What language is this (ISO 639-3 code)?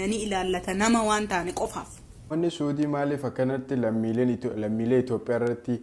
orm